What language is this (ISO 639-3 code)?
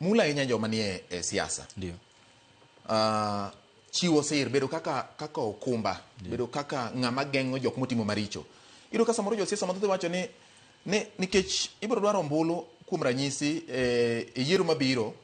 luo